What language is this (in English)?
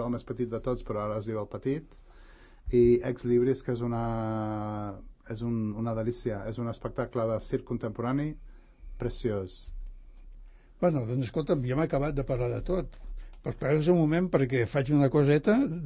Catalan